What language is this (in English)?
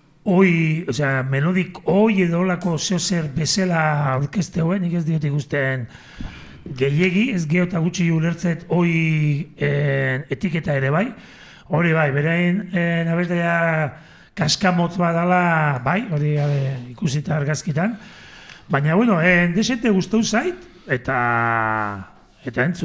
Basque